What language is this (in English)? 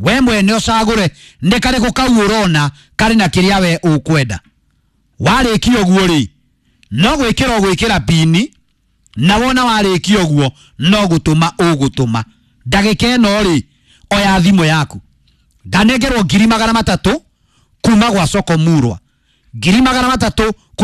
Kikuyu